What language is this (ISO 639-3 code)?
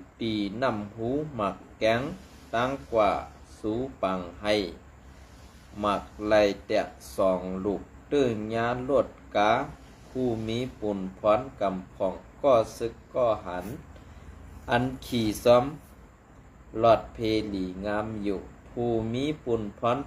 shn